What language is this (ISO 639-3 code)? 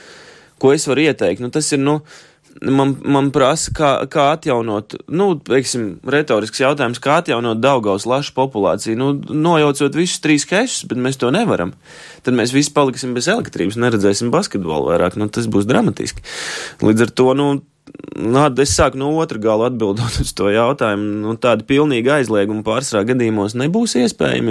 lav